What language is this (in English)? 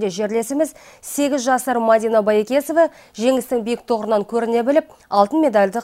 Kazakh